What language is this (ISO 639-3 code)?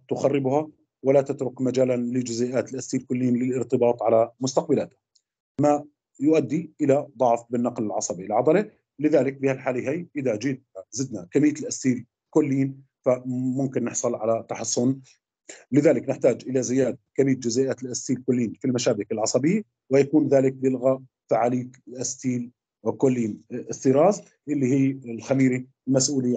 ara